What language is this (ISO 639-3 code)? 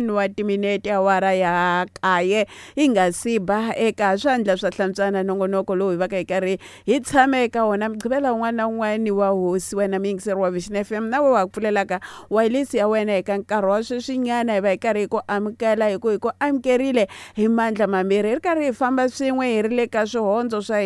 tso